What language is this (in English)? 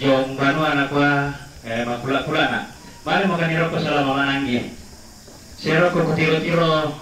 Toraja-Sa'dan